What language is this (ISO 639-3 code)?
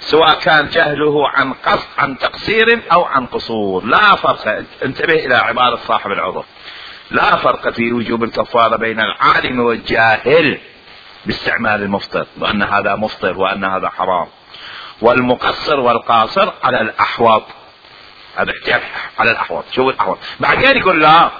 acm